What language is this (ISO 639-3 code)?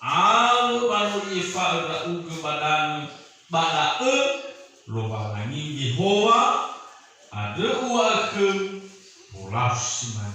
nia